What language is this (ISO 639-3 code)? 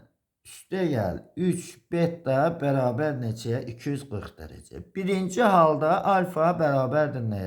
aze